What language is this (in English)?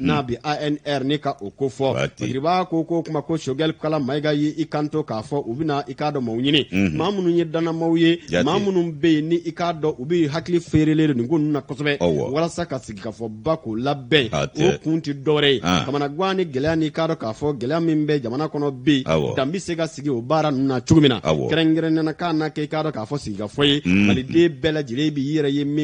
Bambara